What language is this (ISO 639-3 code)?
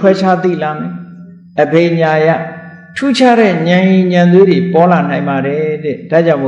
mya